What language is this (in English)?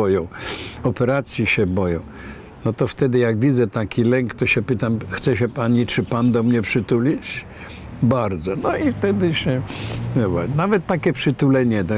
Polish